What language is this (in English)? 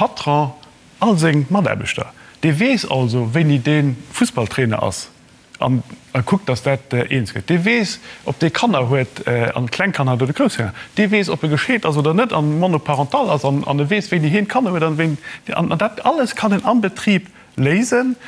Luxembourgish